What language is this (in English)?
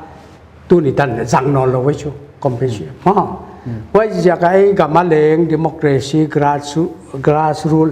Paite Chin